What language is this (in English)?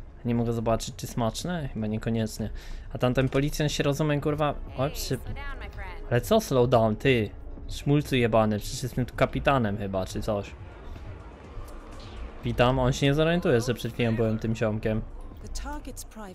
Polish